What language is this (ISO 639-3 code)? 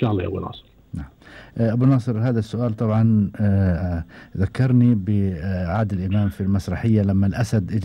afb